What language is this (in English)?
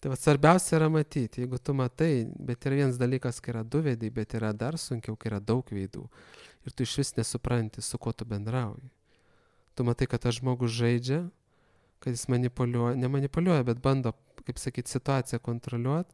Lithuanian